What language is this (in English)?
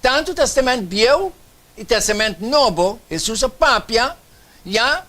Papiamento